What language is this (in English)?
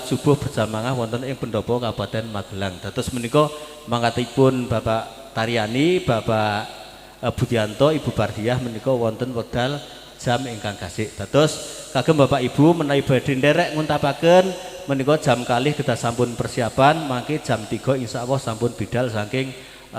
Javanese